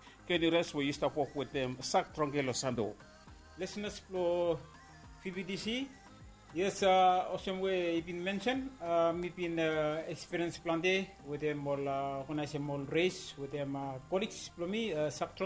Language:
Bislama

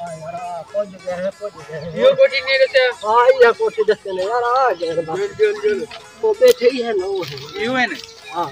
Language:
Saraiki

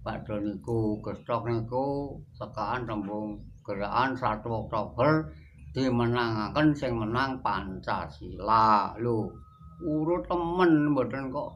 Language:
Javanese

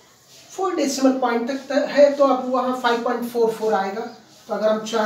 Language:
Hindi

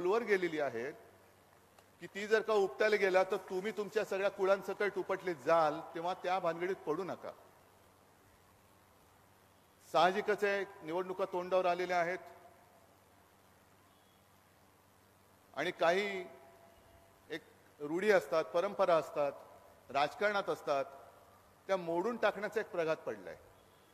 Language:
Marathi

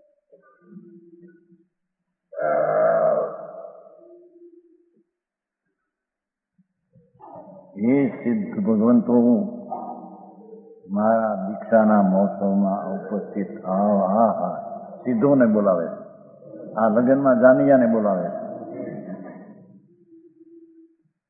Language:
Gujarati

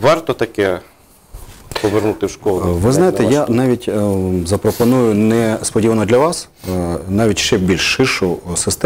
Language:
Ukrainian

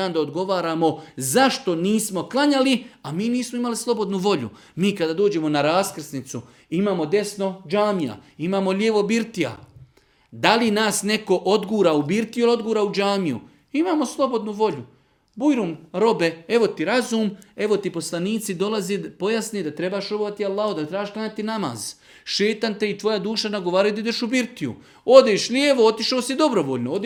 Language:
Bosnian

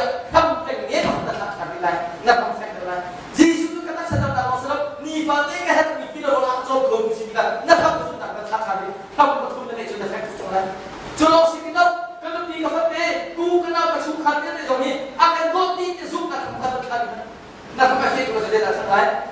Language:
Hakha Chin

